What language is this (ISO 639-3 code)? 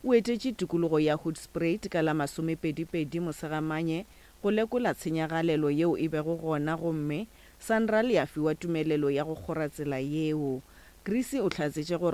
nso